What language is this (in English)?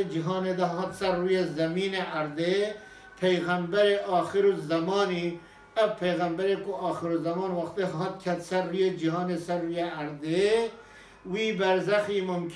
Kurdish